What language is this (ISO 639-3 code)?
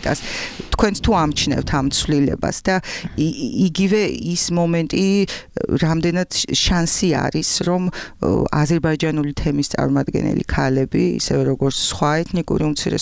kat